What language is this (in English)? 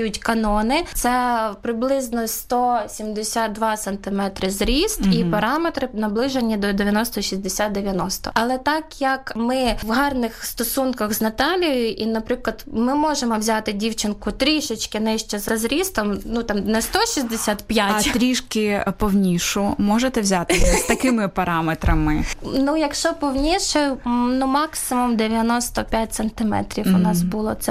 Ukrainian